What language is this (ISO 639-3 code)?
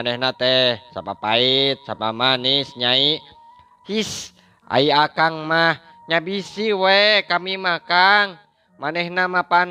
sun